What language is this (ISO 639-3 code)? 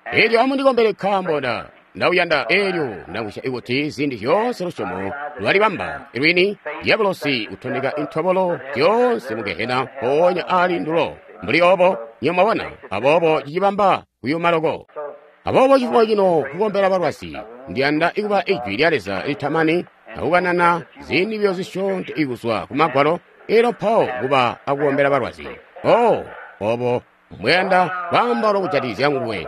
toi